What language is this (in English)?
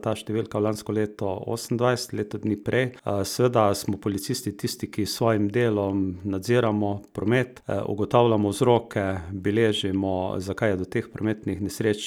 Slovenian